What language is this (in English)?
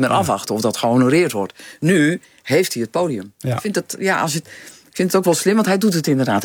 Dutch